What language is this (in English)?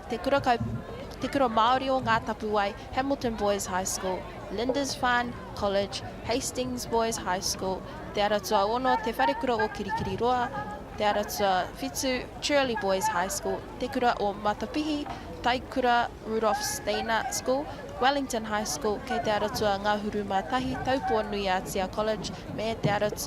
Māori